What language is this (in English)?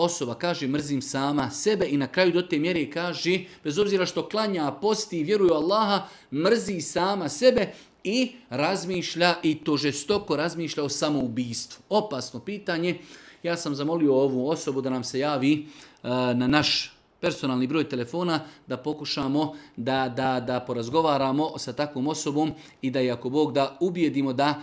Bosnian